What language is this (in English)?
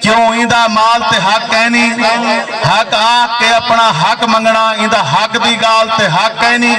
Saraiki